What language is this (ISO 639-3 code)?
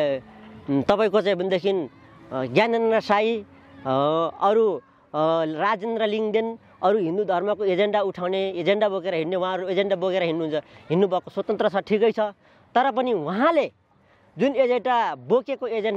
nep